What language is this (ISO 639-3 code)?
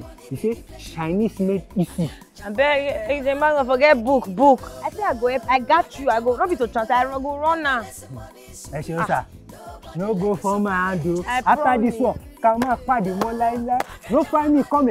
pcm